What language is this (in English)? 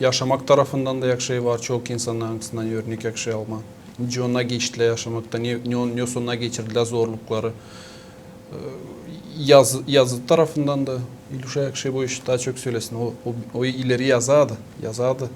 Gagauz